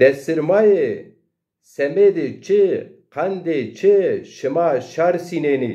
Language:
Zaza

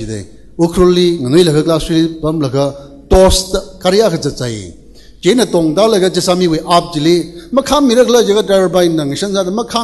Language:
Tangkhul Naga (India)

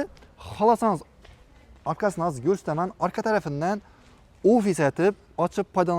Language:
Uzbek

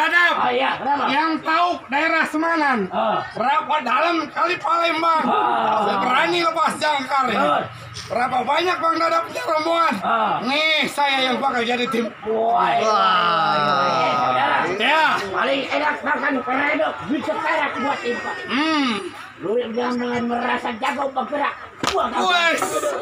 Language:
Betawi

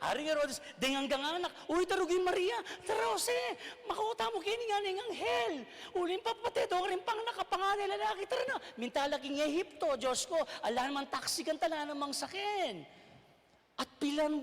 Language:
Pampanga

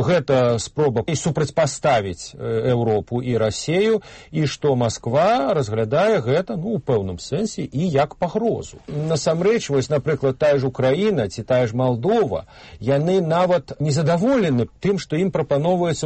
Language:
Belarusian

